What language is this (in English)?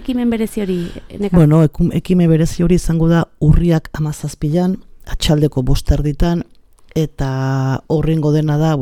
Basque